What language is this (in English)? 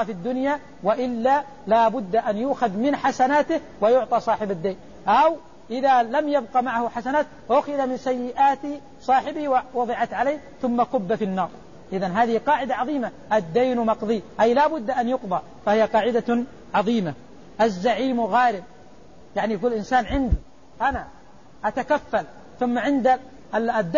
Arabic